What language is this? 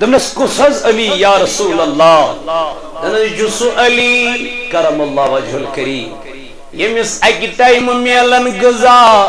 Kashmiri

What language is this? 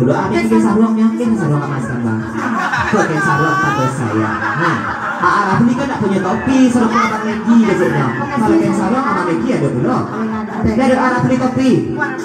Minangkabau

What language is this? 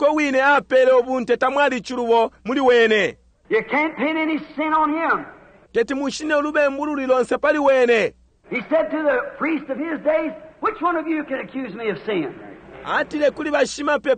Bemba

